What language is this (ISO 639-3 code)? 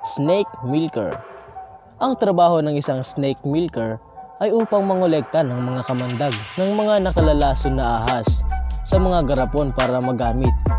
fil